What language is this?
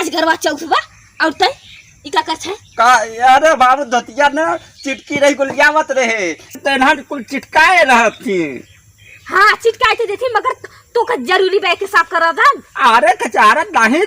Awadhi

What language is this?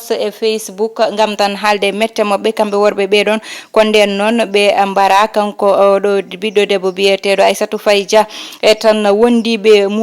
Fula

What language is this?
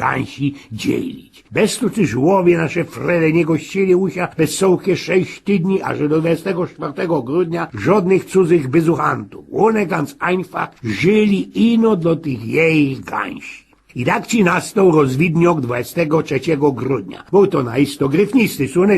Silesian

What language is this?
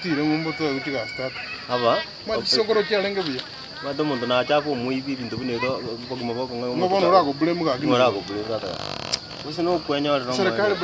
Gusii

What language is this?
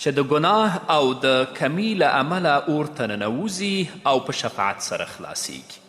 Pashto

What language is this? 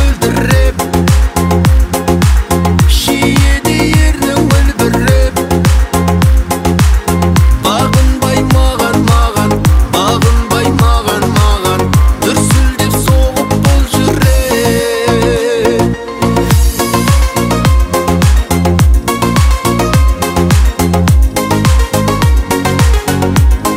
Kazakh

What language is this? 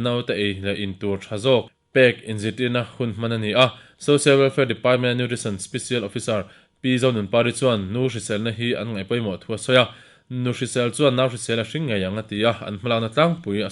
Mizo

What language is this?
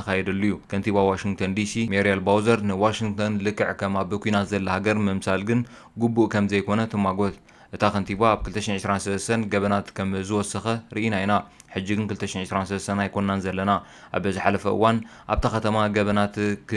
Tigrinya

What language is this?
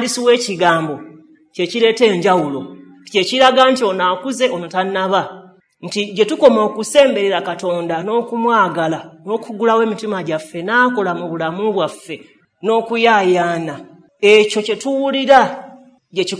Ganda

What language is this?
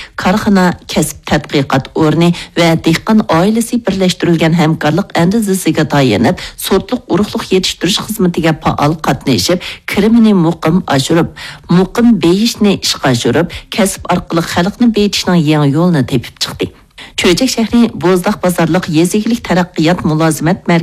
Uyghur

